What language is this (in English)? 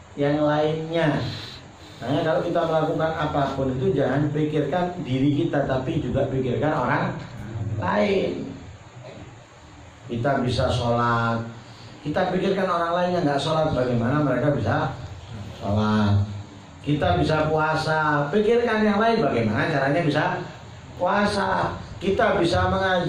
Indonesian